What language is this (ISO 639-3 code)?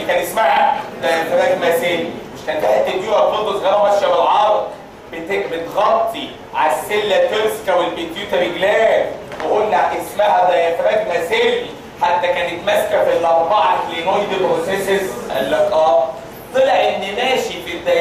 arz